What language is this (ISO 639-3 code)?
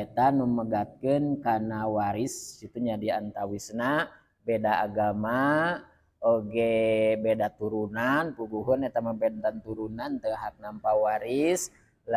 sun